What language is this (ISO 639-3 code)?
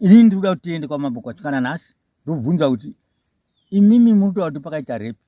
sna